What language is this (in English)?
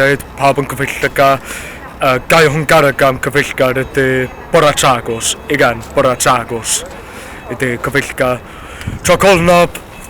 Welsh